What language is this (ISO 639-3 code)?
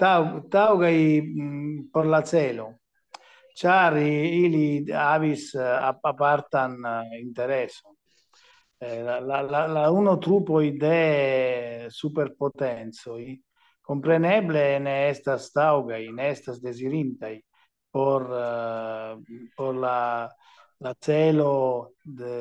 epo